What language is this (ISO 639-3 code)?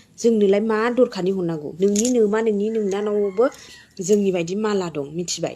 brx